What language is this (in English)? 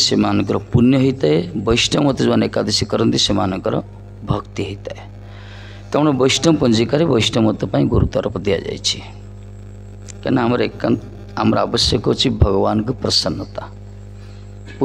Odia